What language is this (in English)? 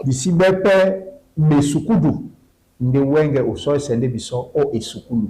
Duala